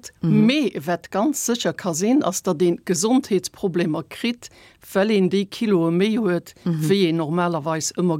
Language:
Luxembourgish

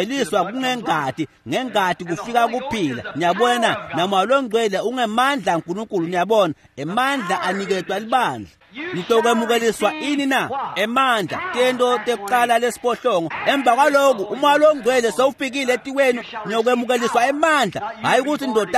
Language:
Swati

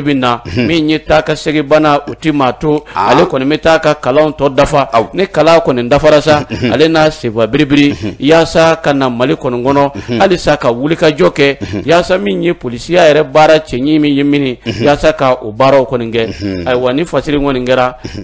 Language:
Bambara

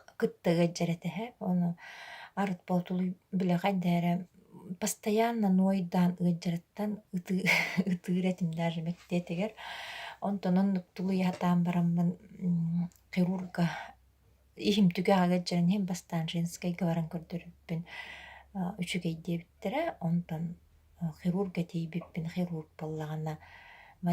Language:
Yakut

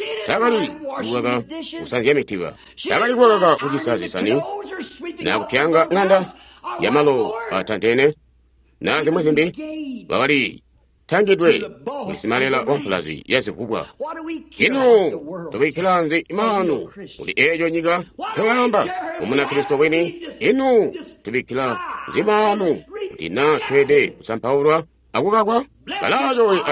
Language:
Tonga (Zambia)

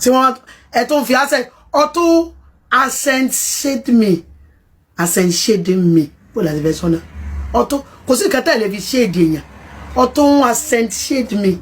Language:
Yoruba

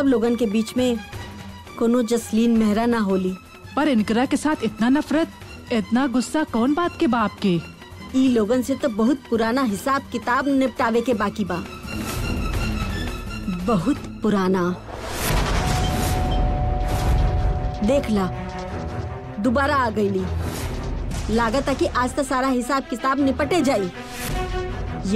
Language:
Bhojpuri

